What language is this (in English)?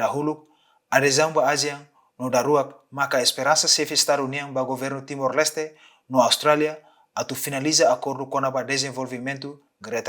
Tetum